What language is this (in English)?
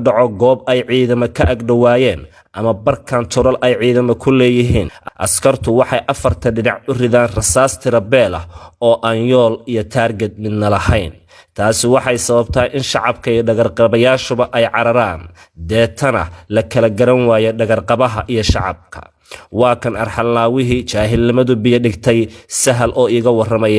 Somali